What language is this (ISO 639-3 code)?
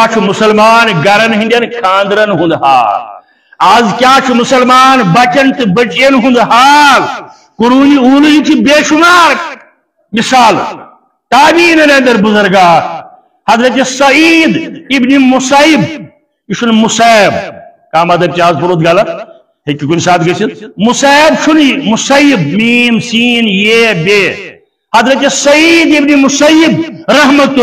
kas